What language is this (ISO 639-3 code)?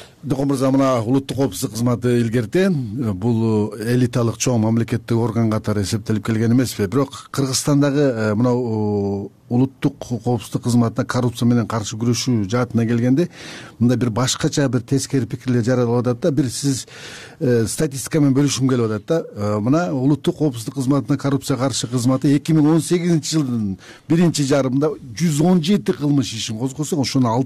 kir